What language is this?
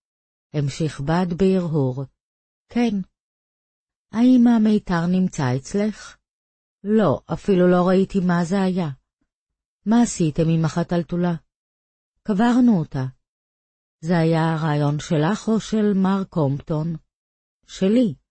Hebrew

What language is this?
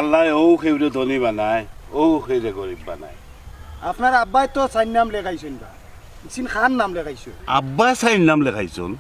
Sylheti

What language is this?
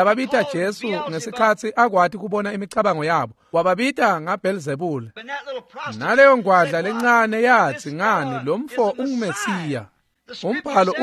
Swati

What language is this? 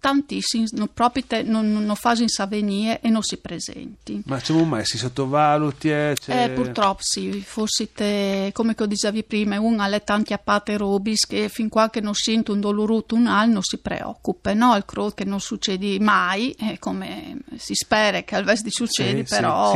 Friulian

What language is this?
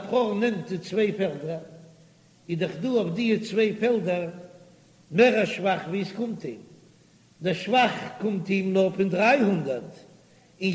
Yiddish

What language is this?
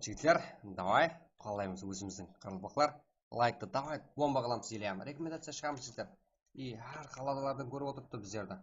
Kara-Kalpak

